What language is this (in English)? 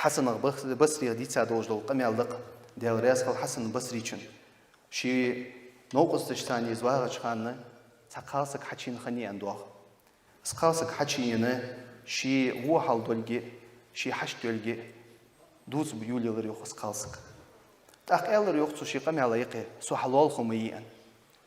Ingush